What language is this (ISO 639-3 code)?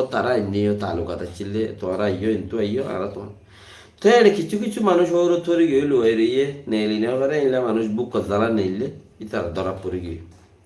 rhg